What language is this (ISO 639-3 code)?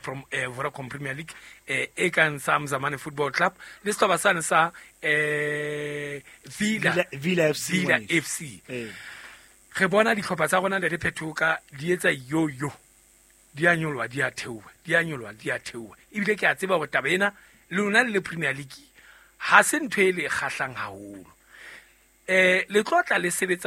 sot